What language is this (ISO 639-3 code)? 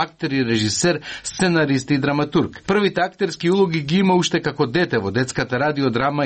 mkd